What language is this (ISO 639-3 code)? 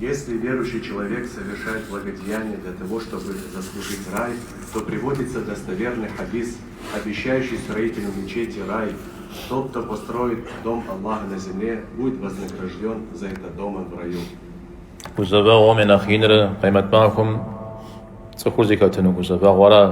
kbd